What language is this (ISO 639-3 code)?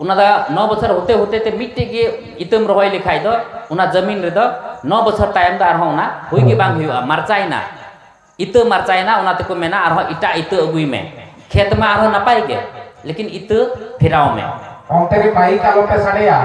sat